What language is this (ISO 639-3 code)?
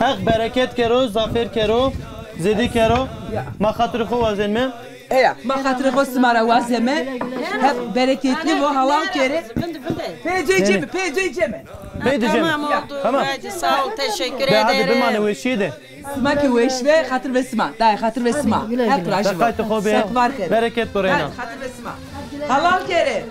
zza